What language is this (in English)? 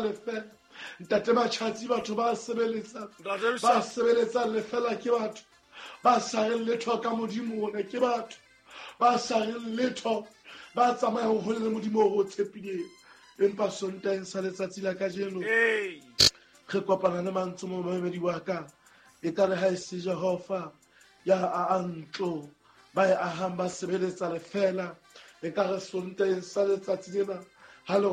Southern Sotho